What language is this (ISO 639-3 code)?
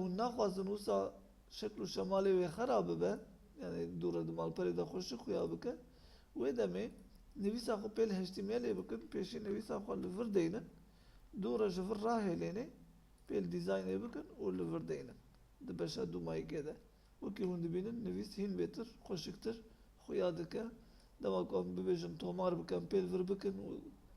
kur